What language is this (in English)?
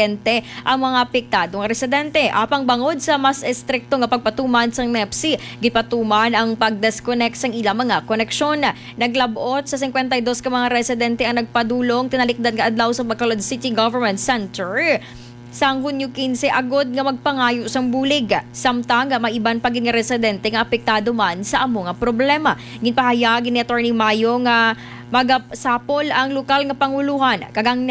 Hiligaynon